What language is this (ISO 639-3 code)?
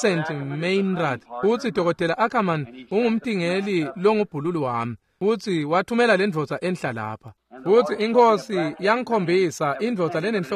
ssw